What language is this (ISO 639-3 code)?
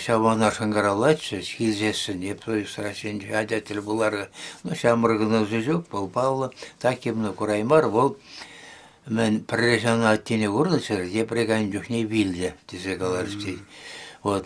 chv